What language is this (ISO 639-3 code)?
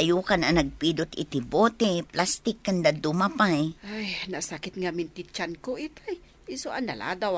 ilo